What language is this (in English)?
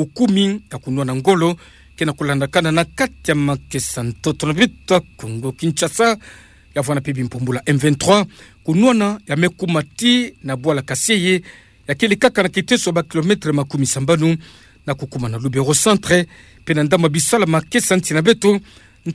Kituba (Democratic Republic of Congo)